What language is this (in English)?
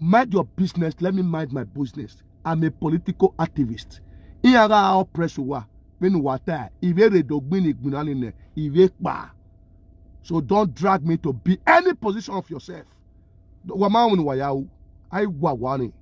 Nigerian Pidgin